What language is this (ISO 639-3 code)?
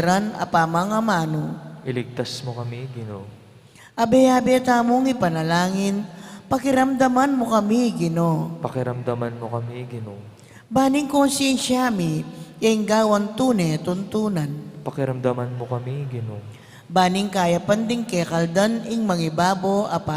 pam